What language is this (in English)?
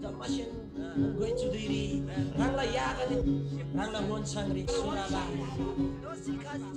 Eastern Tamang